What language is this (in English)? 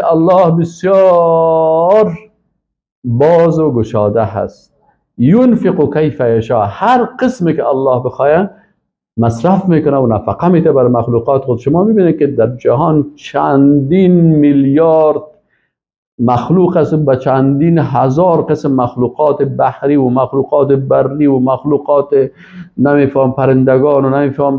Persian